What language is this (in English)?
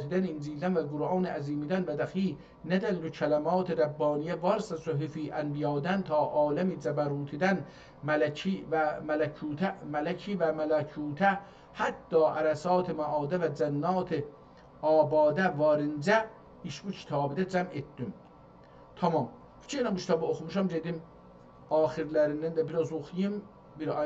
South Azerbaijani